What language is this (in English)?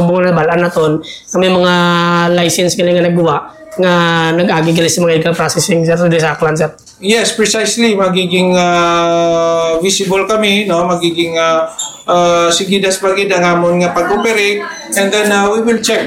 Hiligaynon